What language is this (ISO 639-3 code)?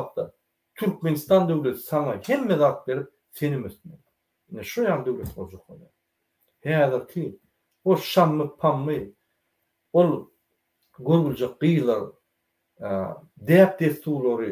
tuk